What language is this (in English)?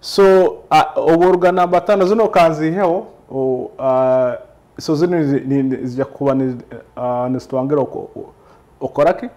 Nyoro